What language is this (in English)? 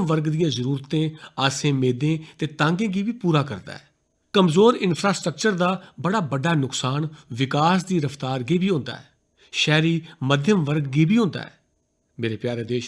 Dogri